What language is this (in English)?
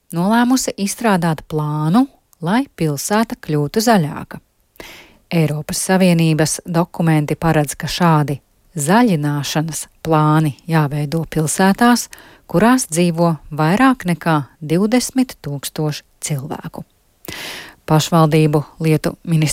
Latvian